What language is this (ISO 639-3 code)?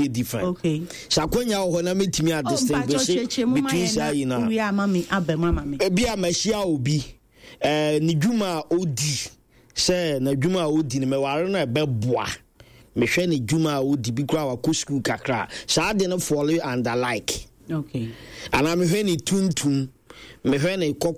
aka